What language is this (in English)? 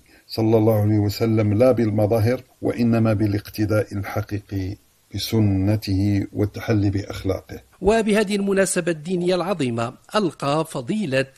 Arabic